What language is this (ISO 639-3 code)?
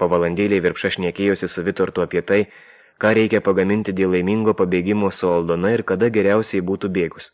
lit